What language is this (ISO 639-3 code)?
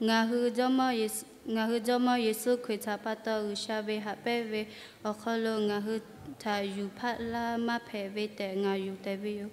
lhu